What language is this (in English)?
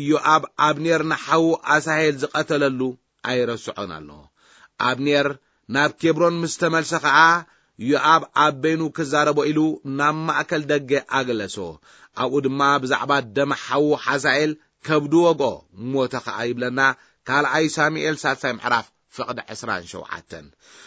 Tigrinya